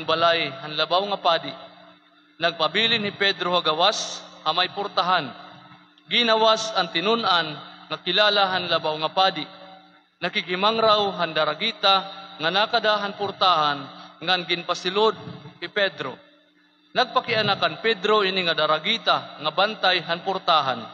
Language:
Waray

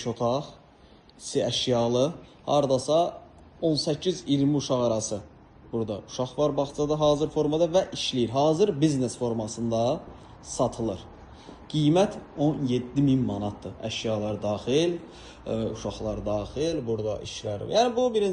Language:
Azerbaijani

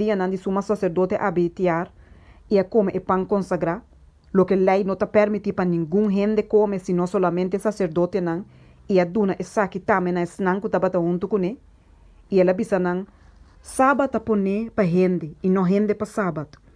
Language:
Papiamento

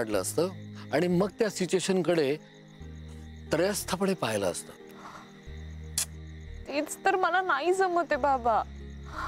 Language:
Marathi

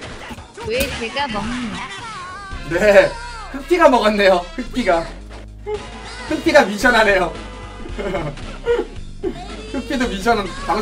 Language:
Korean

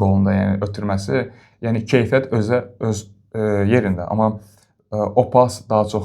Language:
Azerbaijani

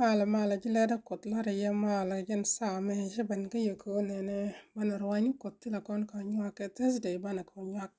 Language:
Nuer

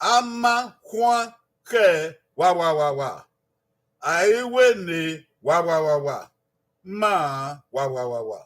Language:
Bini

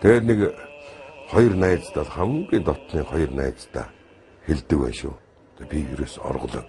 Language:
Mongolian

